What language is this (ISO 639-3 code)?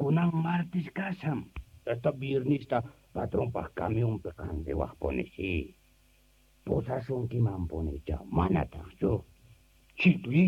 que